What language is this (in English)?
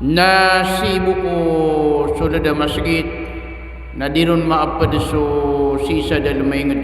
Maranao